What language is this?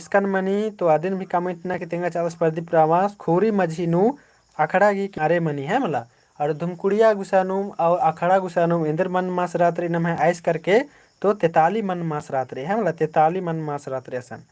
Kurukh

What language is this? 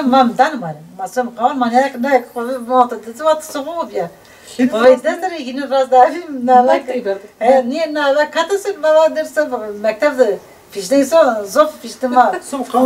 Zaza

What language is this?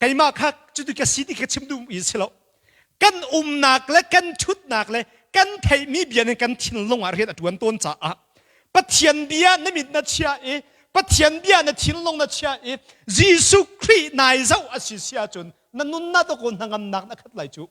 Hakha Chin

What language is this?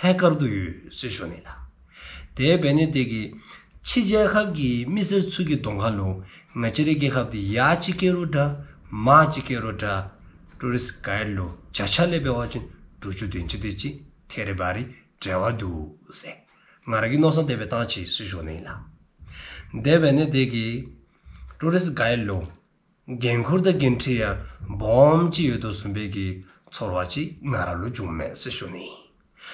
Dzongkha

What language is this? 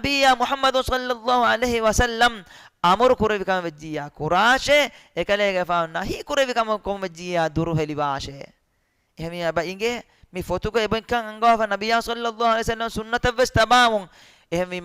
Divehi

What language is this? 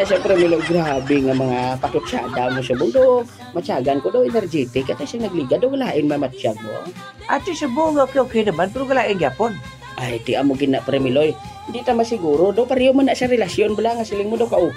Hiligaynon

